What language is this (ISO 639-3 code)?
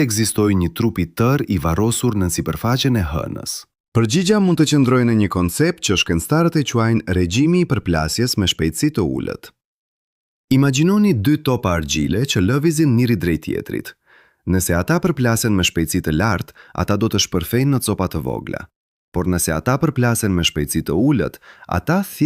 sqi